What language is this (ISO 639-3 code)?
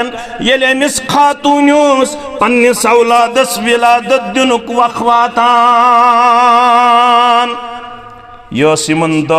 kas